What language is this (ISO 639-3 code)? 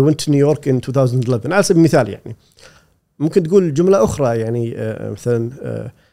afb